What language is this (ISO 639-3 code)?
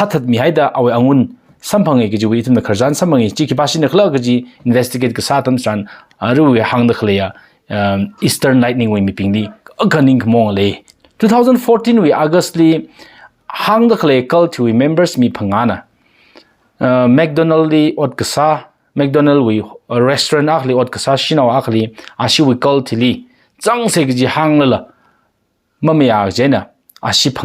nmf